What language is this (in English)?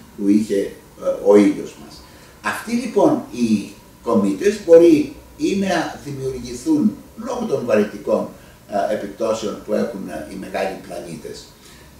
Greek